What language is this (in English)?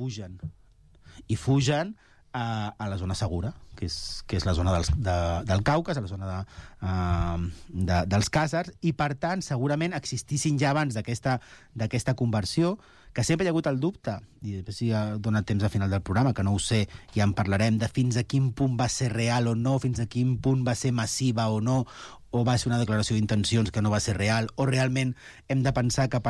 Catalan